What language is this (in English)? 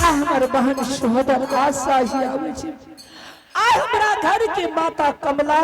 Angika